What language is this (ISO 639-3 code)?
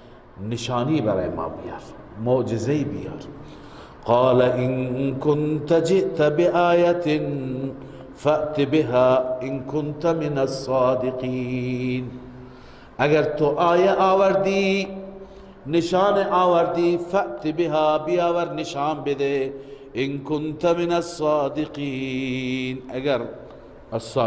fas